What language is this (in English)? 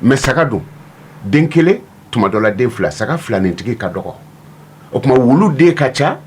Bambara